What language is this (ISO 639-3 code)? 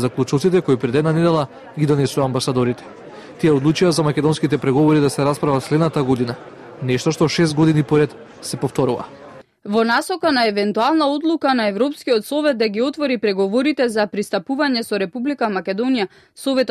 mkd